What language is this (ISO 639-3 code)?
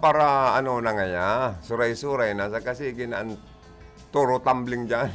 bik